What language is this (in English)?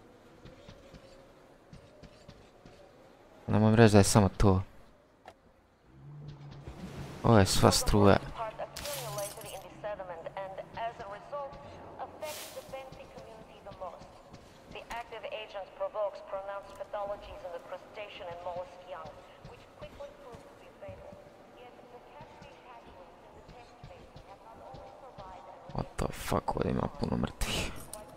Croatian